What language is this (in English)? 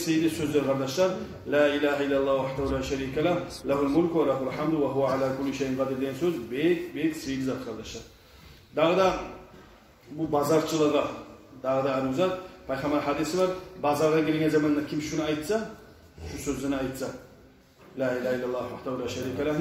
Kumyk